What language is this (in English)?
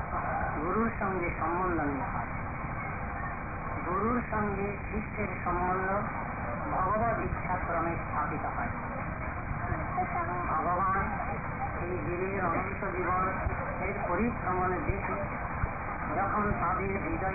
Bangla